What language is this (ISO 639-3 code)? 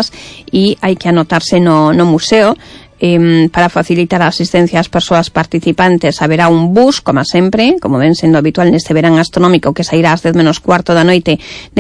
glg